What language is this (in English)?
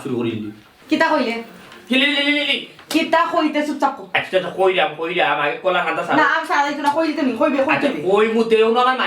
Sylheti